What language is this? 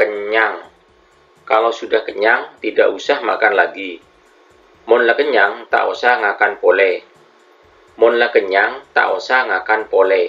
Madurese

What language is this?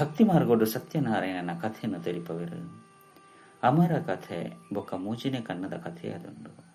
Tulu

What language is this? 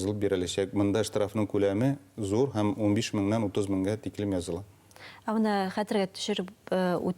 Bashkir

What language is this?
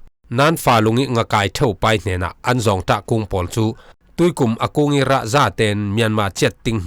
Falam Chin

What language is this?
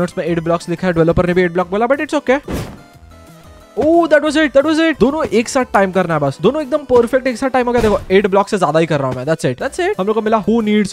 Hindi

